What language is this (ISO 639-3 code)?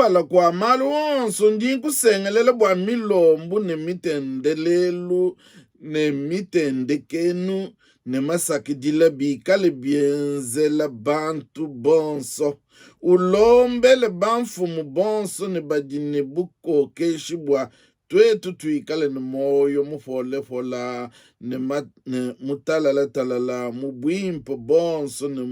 lua